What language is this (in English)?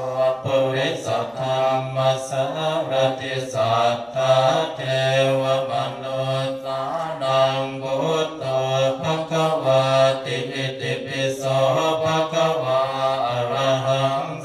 Pali